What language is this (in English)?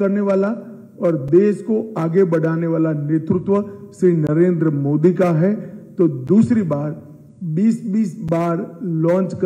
Hindi